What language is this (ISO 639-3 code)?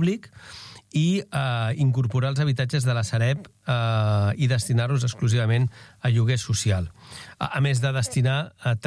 cat